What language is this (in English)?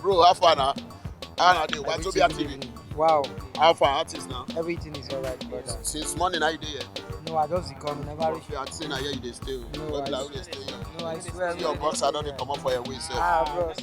Nigerian Pidgin